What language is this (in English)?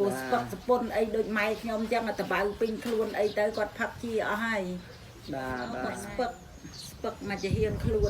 Khmer